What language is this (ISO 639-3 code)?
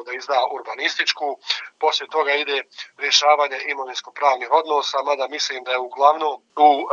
bos